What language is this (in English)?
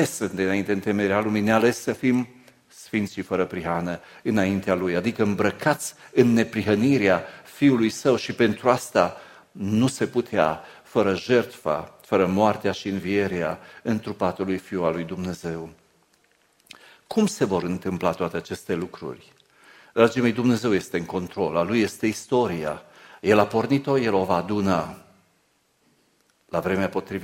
Romanian